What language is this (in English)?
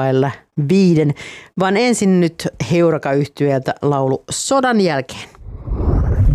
Finnish